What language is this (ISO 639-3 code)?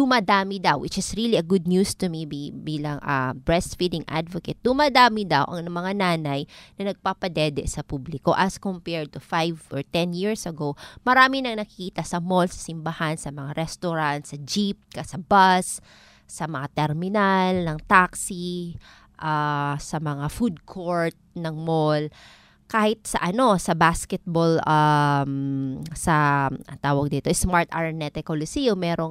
fil